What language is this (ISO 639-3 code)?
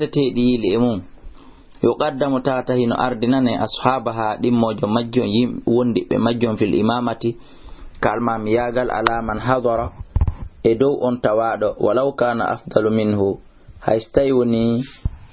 ful